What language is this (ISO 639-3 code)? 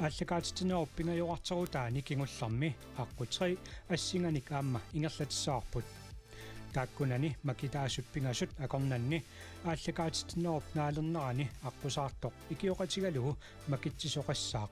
kal